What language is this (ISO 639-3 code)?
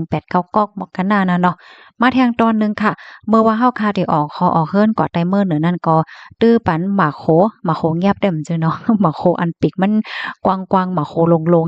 shn